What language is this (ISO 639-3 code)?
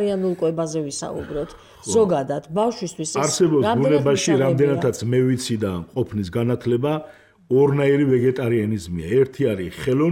kat